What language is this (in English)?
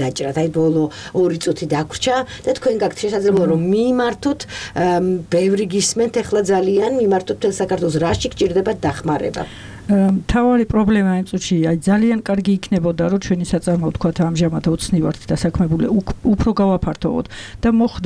Georgian